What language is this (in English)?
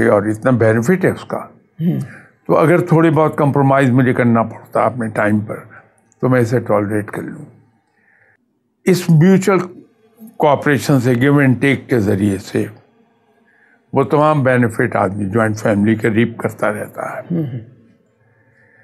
Urdu